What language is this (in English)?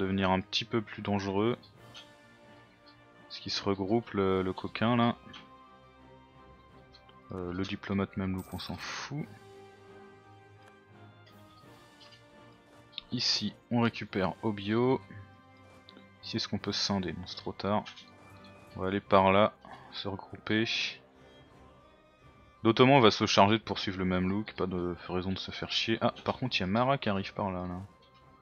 French